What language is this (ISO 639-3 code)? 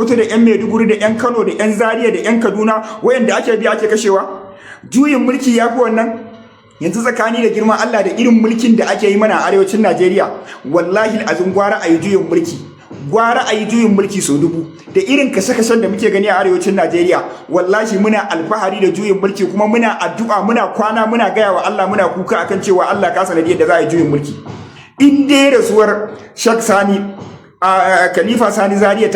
hau